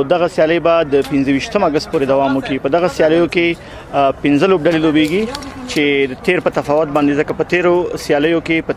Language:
Pashto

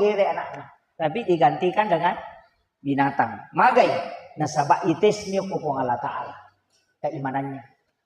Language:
Buginese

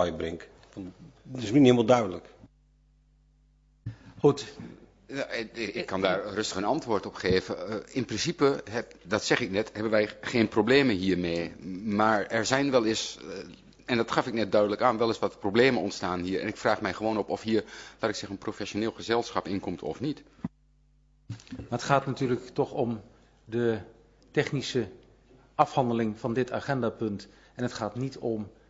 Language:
Dutch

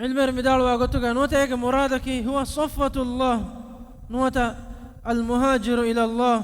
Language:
Divehi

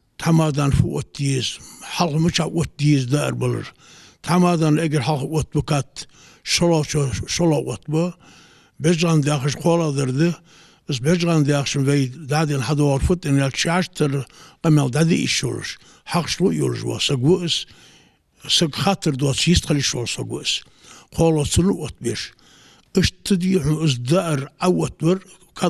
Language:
Ingush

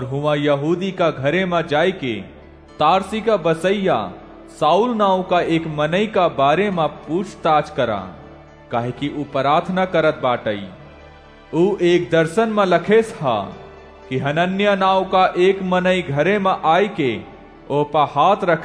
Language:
Awadhi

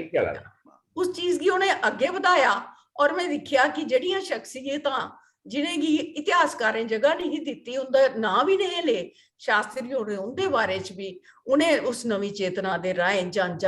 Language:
Dogri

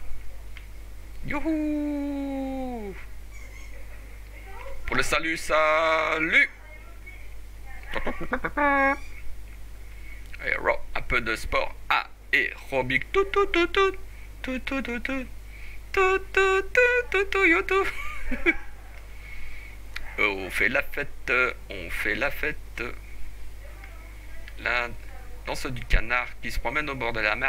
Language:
French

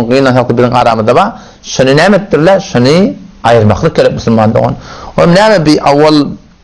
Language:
Turkmen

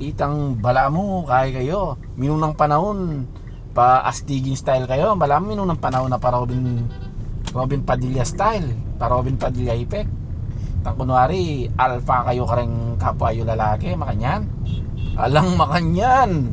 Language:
Pampanga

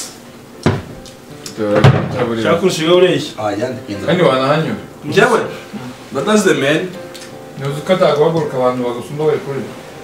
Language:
Kinyarwanda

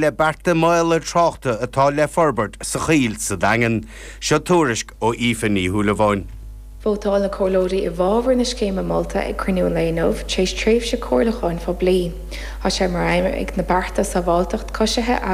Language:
Irish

